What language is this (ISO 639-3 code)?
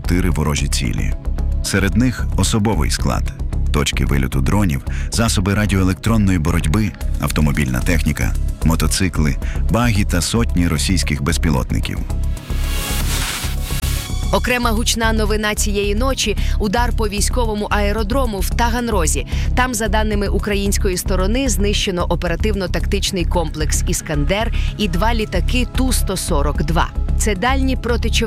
ukr